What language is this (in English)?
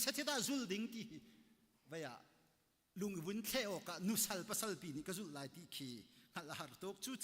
Hakha Chin